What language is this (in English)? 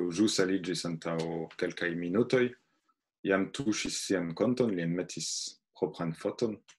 Esperanto